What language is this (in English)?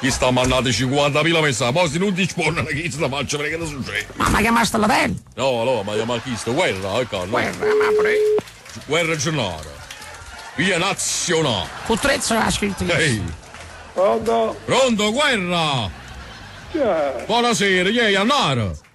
Neapolitan